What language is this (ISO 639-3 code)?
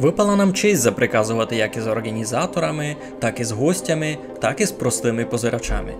rue